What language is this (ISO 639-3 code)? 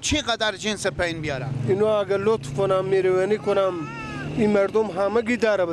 fas